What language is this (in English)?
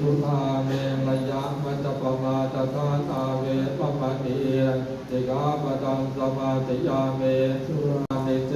Pali